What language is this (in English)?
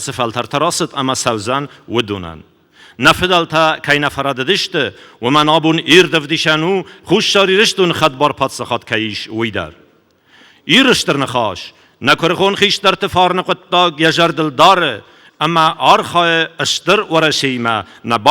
Ossetic